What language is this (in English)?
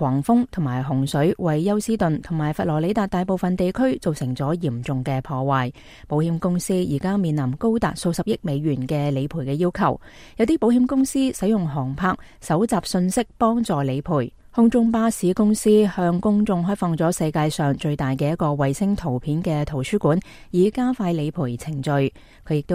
Cantonese